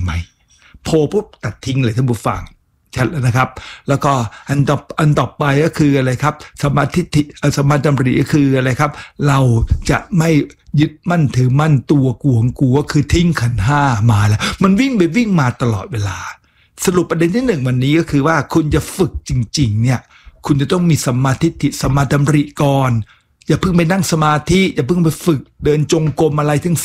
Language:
Thai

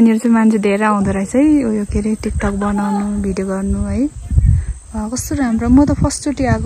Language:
Nepali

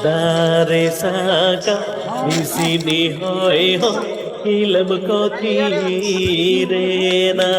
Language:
Santali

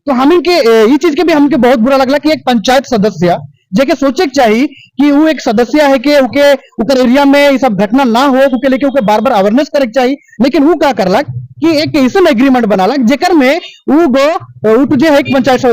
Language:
Sadri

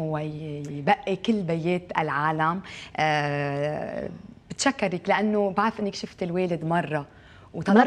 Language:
North Levantine Arabic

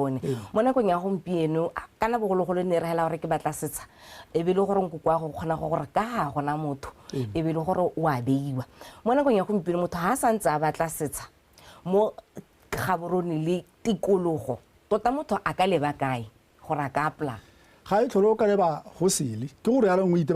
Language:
Tswana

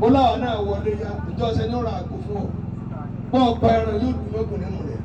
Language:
Yoruba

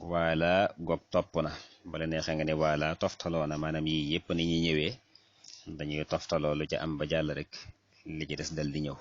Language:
Wolof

